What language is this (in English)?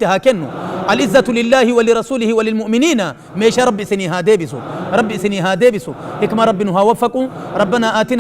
Oromo